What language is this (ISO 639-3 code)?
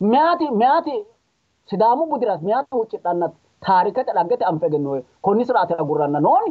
sid